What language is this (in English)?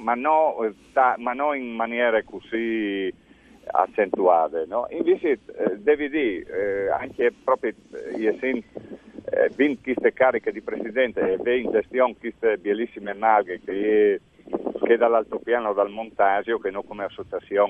Friulian